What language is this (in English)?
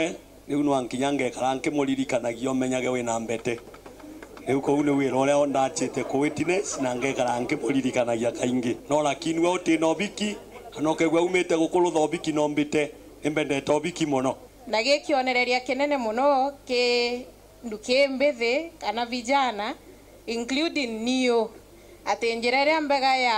Meru